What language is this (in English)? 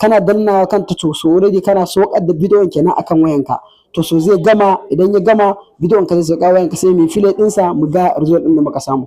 Hausa